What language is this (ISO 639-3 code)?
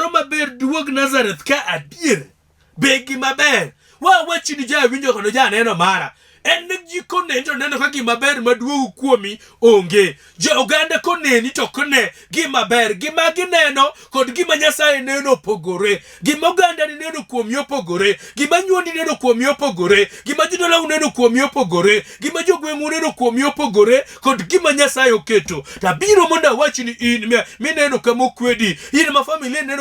luo